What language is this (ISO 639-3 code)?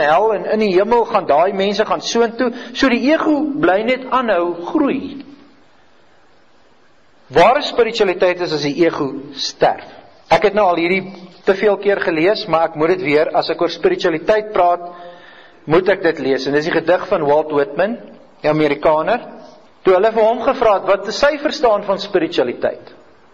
afr